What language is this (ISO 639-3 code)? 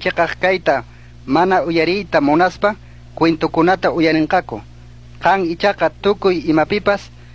qug